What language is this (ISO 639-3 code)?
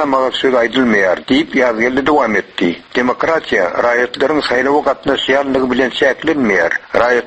tuk